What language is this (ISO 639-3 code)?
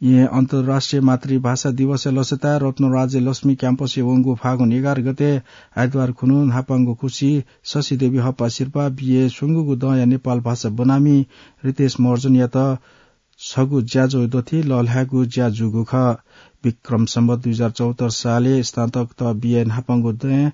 new